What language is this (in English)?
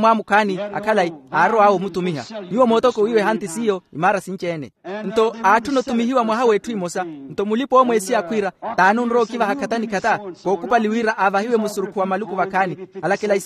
Makhuwa